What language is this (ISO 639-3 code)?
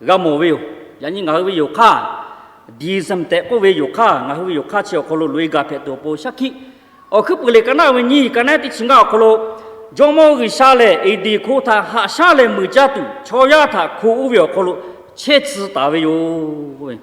lhu